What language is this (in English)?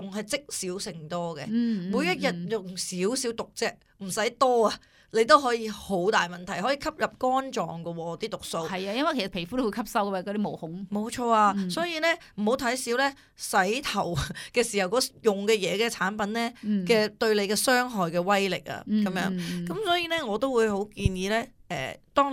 Cantonese